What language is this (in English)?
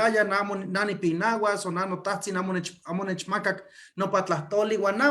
Eastern Huasteca Nahuatl